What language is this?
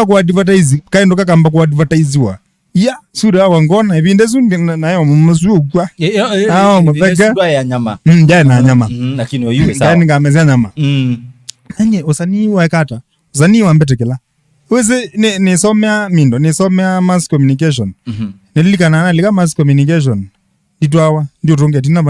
Kamba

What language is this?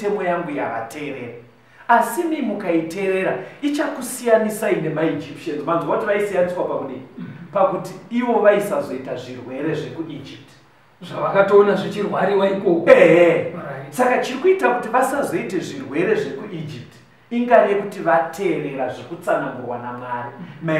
Shona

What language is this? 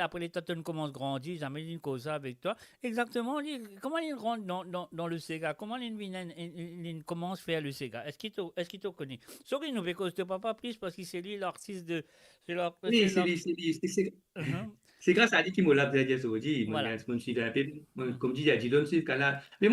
Morisyen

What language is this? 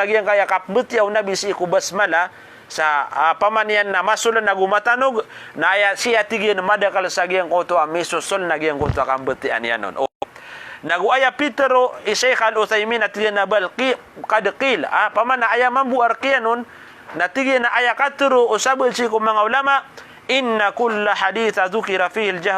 Maranao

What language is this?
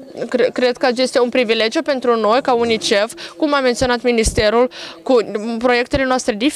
Romanian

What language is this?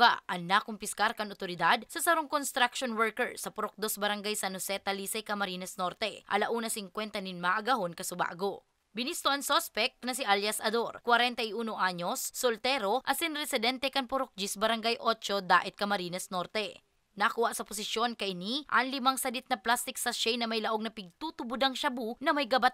Bikol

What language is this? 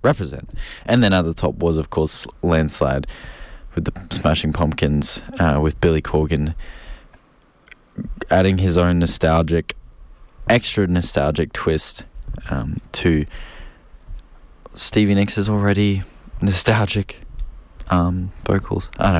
English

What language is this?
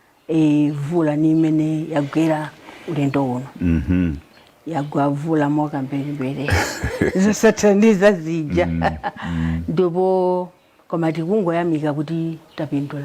Nyanja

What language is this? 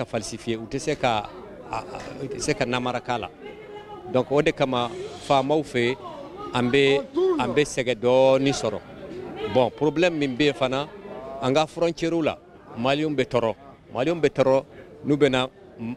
Bambara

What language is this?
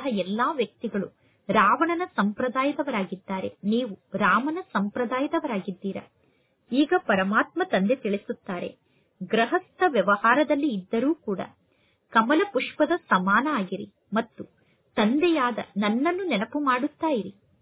Kannada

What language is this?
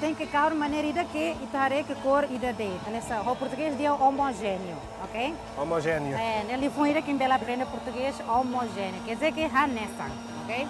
Tetum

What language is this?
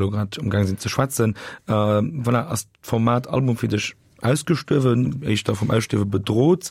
Luxembourgish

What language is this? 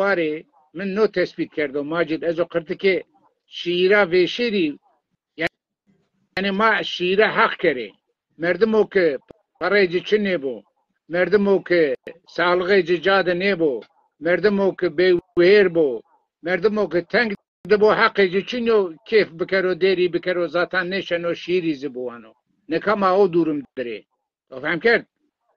Zaza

